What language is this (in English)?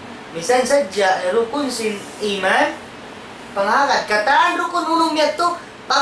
Tausug